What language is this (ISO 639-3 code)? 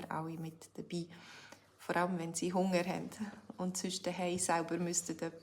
gsw